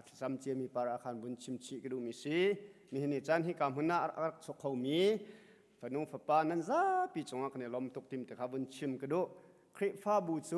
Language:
Hakha Chin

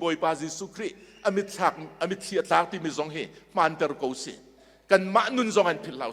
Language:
Hakha Chin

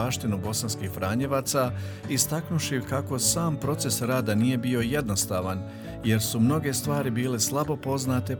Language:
Croatian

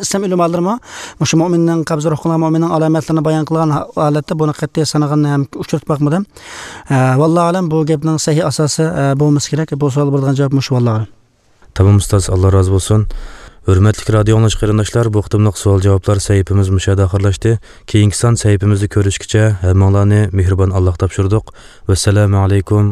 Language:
Uyghur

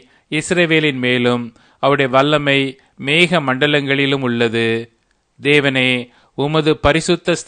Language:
Tamil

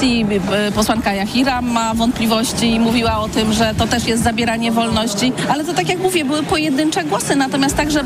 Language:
Polish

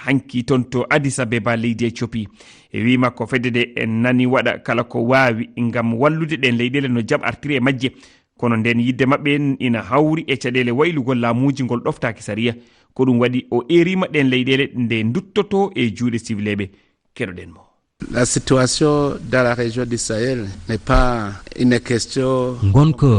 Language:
Fula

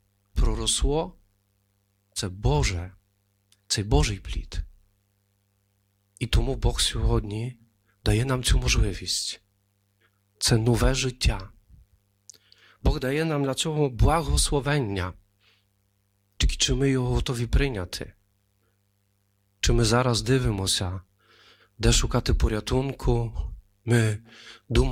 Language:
Ukrainian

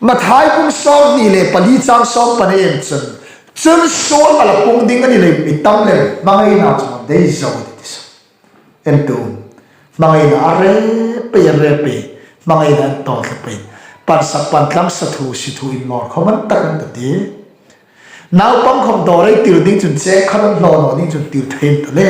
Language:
Hmar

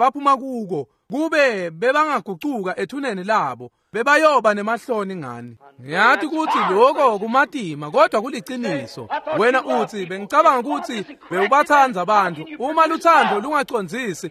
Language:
Swati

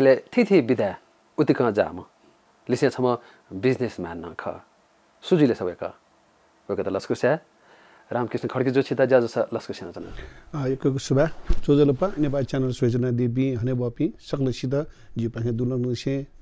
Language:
Newari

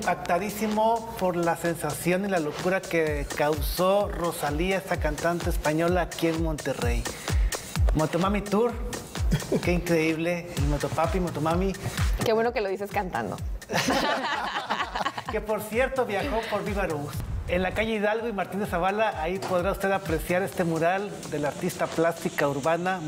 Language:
Spanish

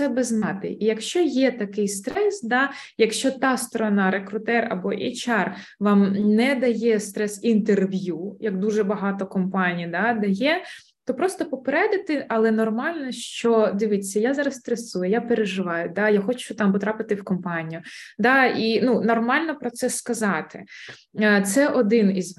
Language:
Ukrainian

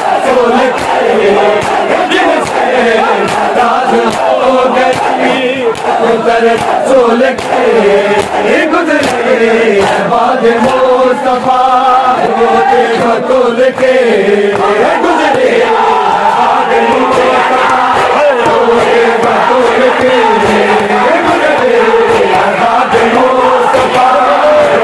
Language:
Urdu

